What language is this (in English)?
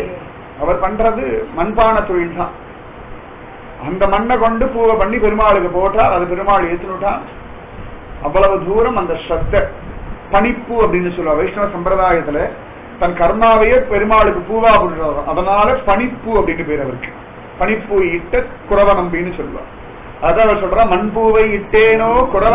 Tamil